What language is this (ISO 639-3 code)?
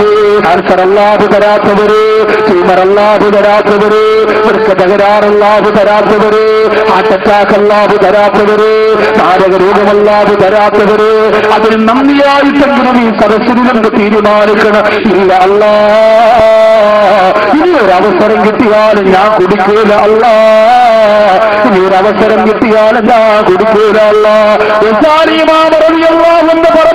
mal